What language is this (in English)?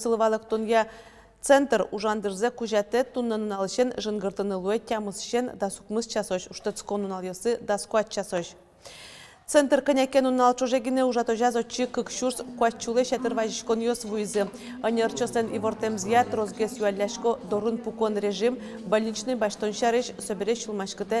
Udmurt